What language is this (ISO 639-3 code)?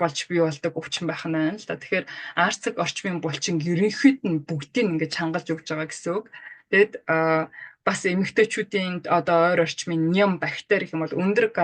mon